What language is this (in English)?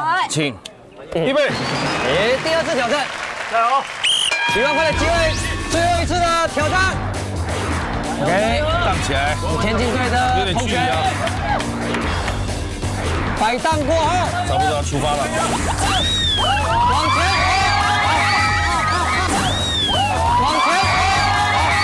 Chinese